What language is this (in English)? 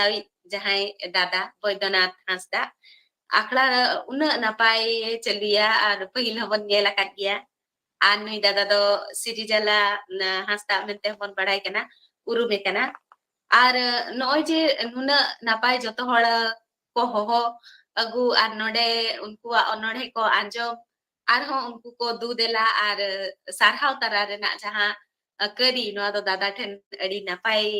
Santali